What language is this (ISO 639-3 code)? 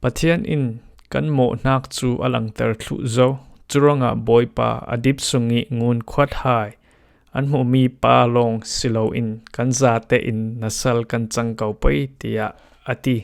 cfm